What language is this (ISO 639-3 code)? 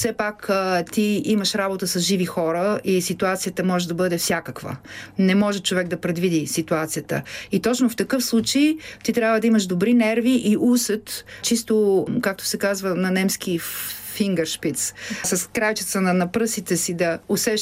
bul